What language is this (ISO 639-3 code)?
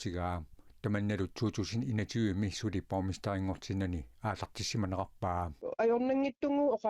kal